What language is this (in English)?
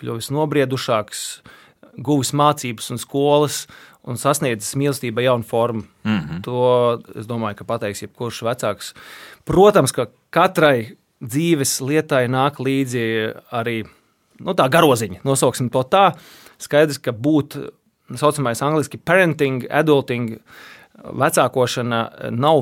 Latvian